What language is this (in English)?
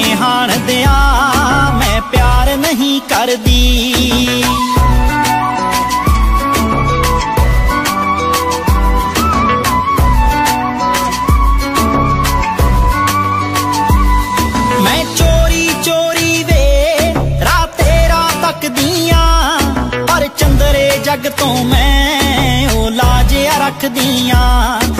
Hindi